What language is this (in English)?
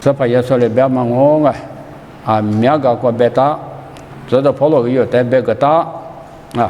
Lisu